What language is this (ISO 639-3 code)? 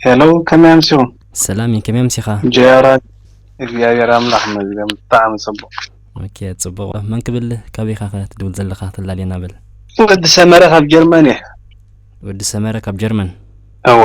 tir